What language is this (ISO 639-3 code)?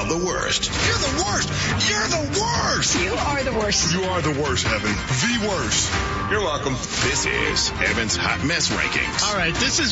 eng